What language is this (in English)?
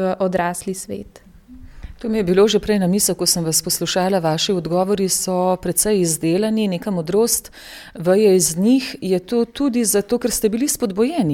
Slovenian